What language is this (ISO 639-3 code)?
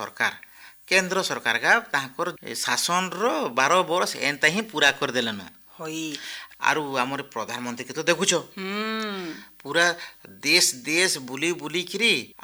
ori